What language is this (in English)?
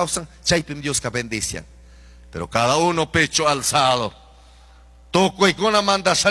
Chimborazo Highland Quichua